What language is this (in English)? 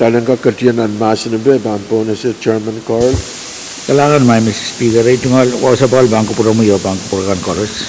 Pohnpeian